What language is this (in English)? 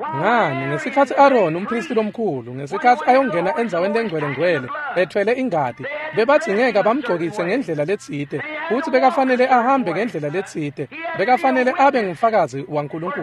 Swati